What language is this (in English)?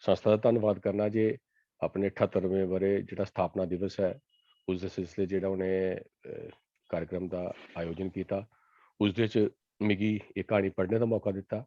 Dogri